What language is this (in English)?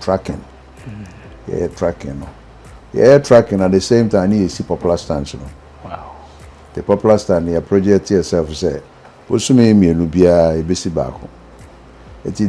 Akan